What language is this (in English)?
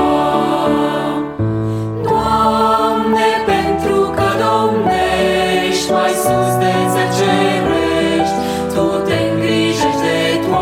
Romanian